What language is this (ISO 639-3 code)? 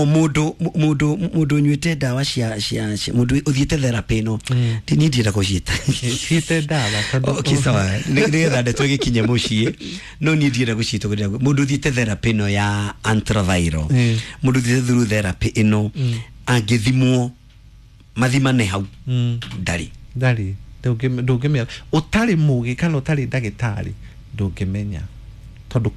kik